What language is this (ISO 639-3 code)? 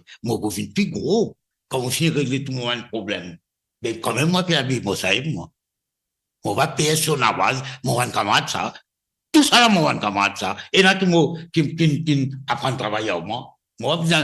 mfe